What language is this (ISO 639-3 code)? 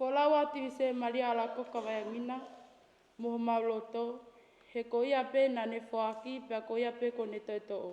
ton